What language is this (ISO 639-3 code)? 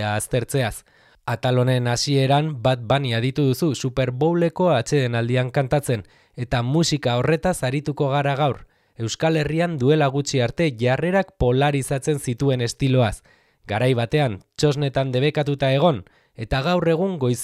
eus